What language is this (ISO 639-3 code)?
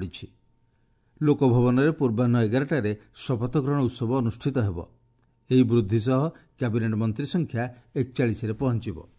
ori